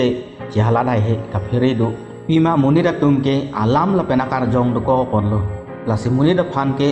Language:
Karbi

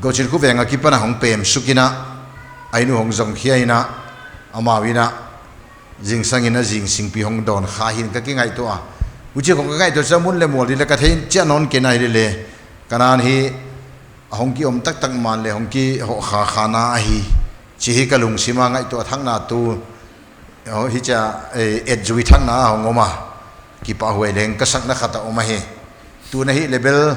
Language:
Paite Chin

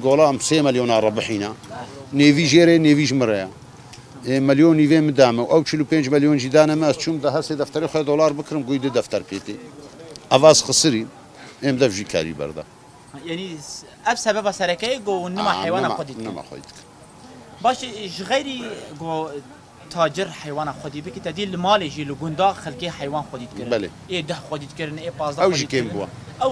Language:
Kurdish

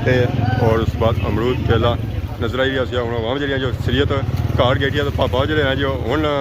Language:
Pahari-Potwari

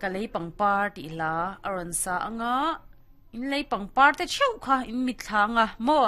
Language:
Mizo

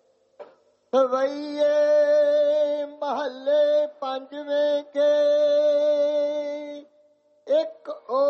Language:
Punjabi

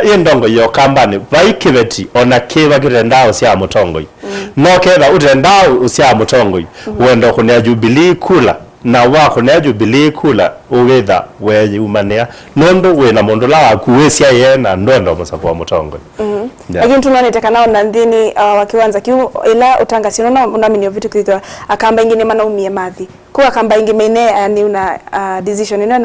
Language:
Kamba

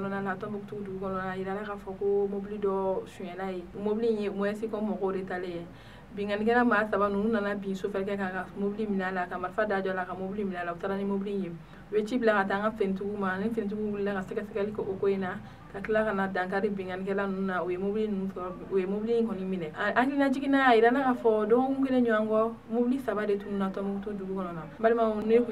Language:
Bambara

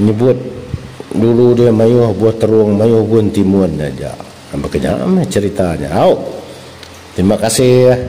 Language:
Iban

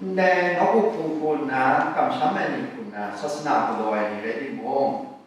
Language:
Kachin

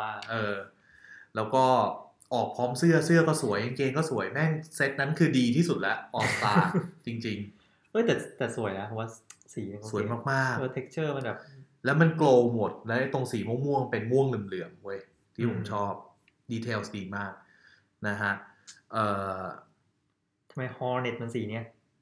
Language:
Thai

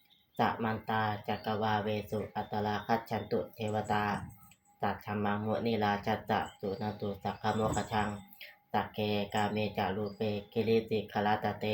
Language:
Pali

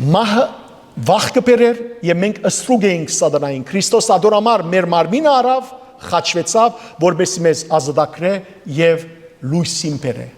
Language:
Western Armenian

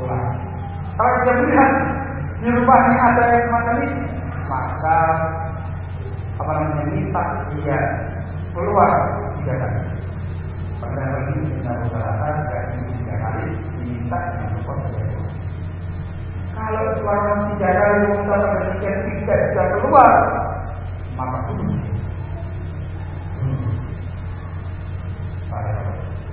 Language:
Indonesian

